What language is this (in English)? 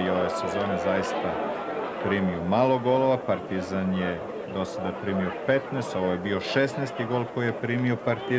Serbian